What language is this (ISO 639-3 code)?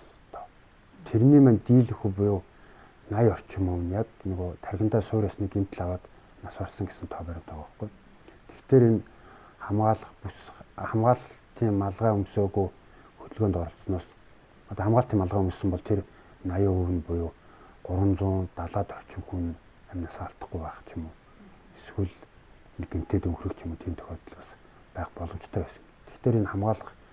mon